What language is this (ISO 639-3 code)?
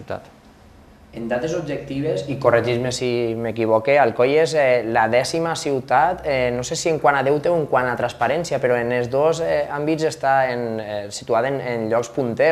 cat